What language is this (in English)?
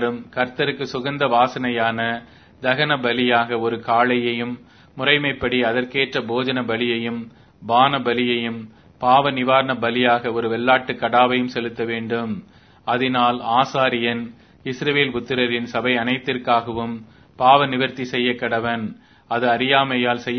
Tamil